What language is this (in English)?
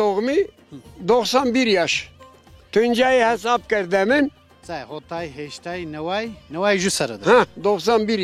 Zaza